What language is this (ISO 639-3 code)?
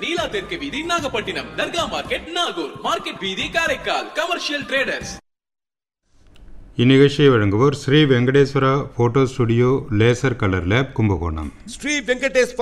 tam